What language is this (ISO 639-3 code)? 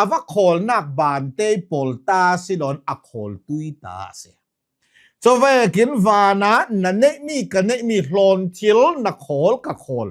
cnh